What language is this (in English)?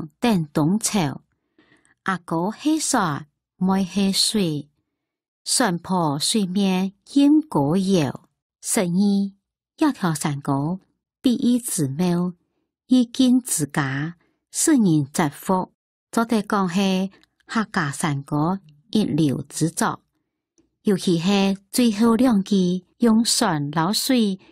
Hakka Chinese